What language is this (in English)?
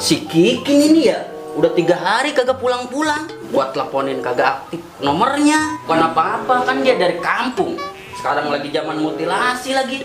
Betawi